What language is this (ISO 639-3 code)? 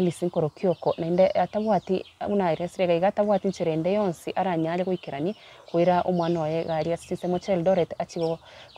guz